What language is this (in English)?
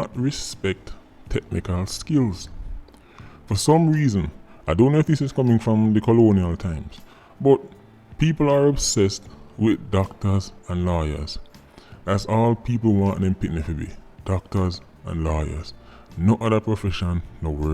Jamaican Creole English